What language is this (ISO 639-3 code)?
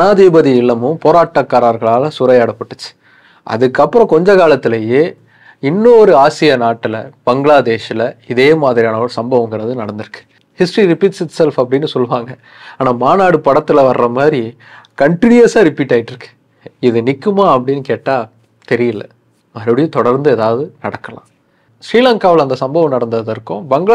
tam